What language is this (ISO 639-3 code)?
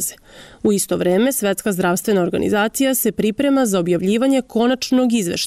srp